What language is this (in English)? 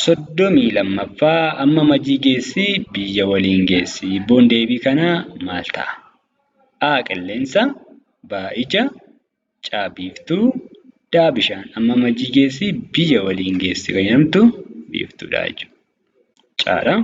Oromo